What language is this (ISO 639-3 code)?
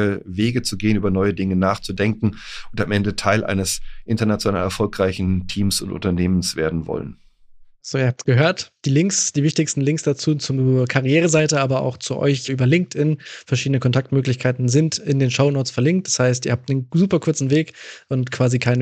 deu